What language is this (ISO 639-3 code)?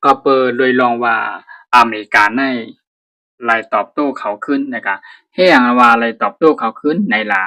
shn